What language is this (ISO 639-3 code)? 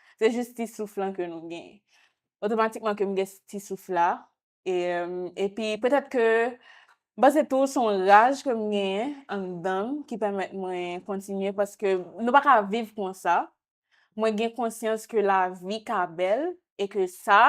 hat